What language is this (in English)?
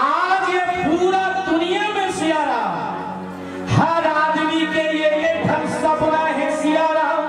Chhattisgarhi